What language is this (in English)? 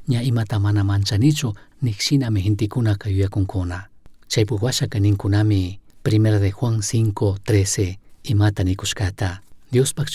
Chimborazo Highland Quichua